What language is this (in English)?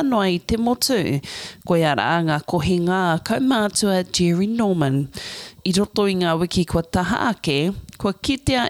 Māori